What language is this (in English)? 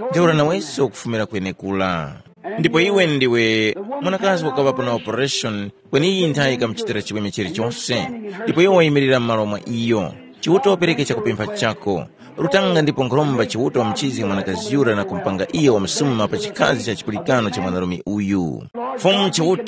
Tumbuka